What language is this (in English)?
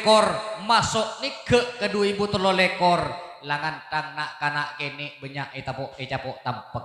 Madurese